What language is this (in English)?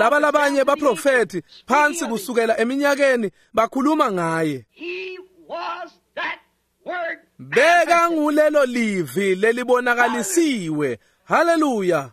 Swati